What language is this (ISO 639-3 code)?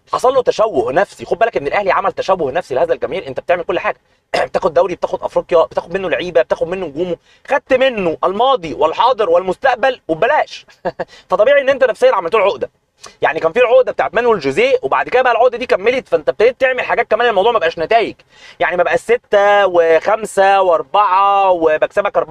arz